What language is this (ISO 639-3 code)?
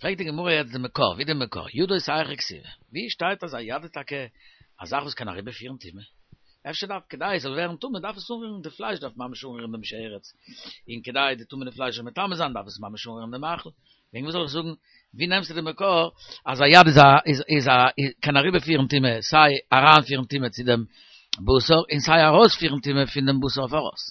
yid